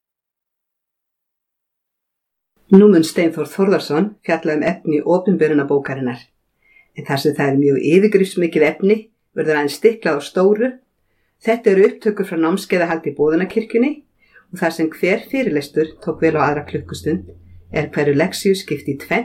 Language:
Icelandic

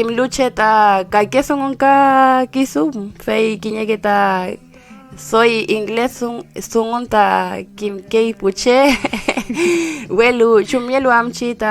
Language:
Mapuche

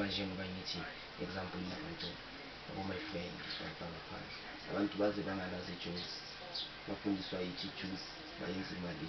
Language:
Zulu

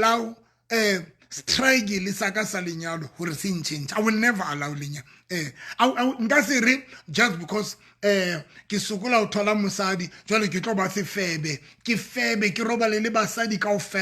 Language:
Southern Sotho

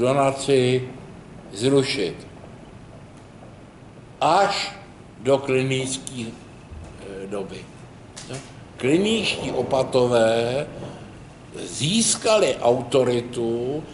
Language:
Czech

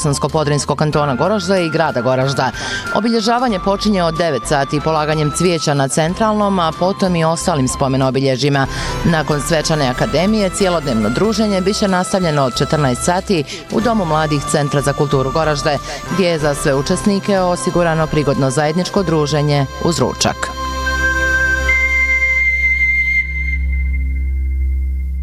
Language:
Bosnian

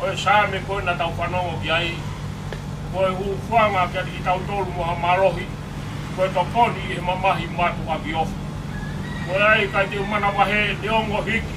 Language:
Tongan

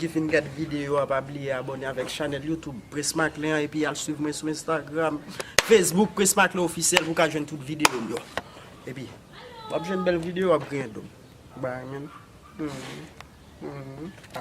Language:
Haitian Creole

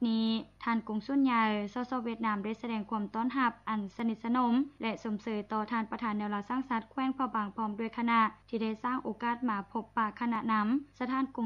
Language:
Lao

